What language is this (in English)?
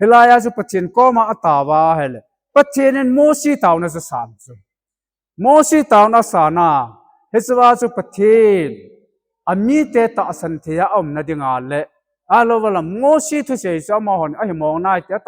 Thado Chin